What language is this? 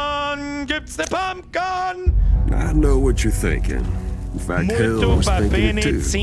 Bavarian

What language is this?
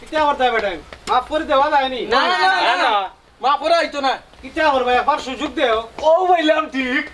Sylheti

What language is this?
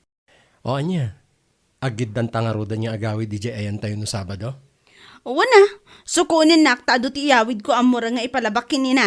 Iloko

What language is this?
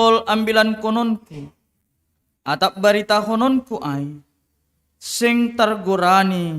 Batak Simalungun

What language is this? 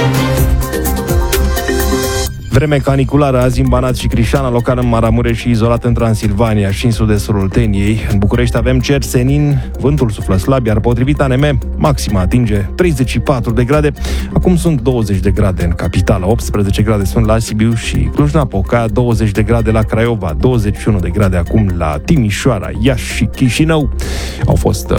Romanian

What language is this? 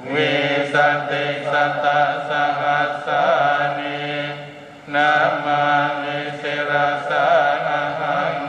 Pali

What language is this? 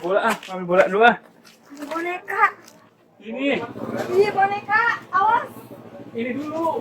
Betawi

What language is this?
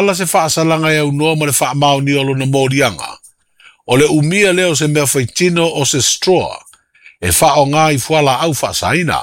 Samoan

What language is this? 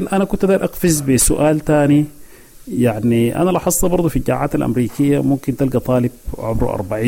Sudanese Arabic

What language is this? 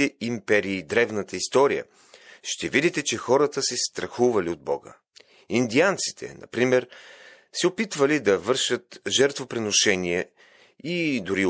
Bulgarian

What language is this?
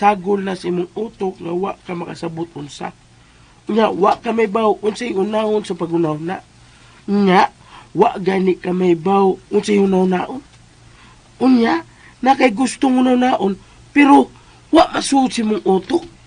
Cebuano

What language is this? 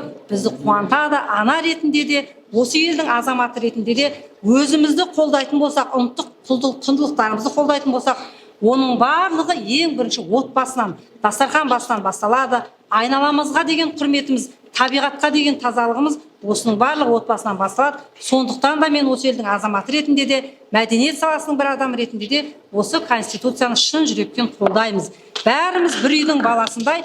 Kazakh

